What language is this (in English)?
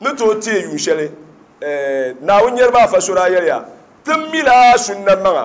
Dagbani